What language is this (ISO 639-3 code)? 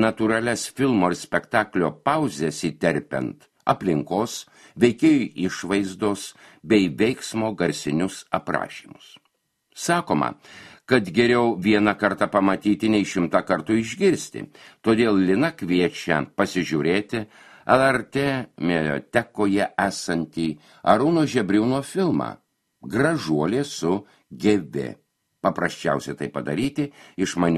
lit